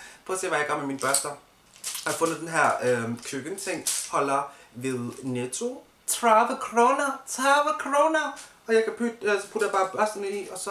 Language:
Danish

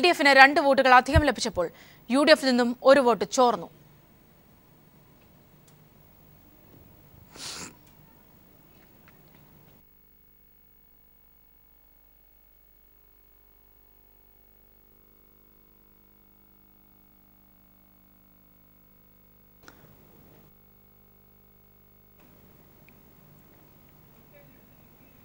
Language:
Malayalam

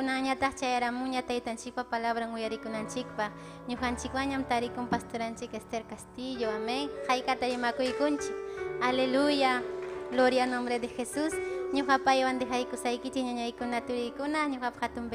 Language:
Ayacucho Quechua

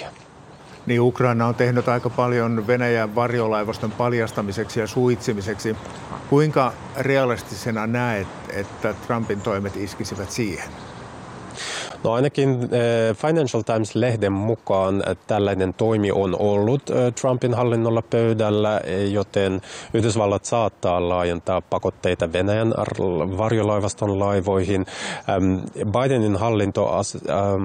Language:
Finnish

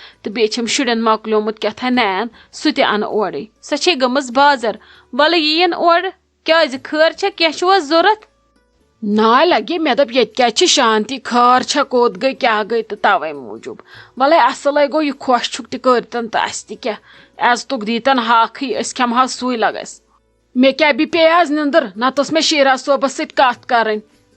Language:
Kashmiri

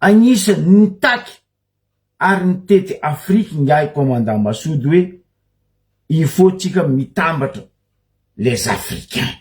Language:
Malagasy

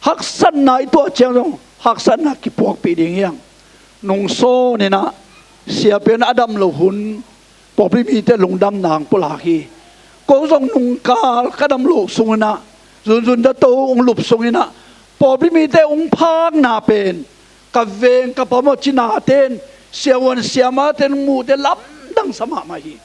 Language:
Tedim Chin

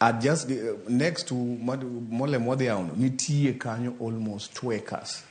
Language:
Luo (Kenya and Tanzania)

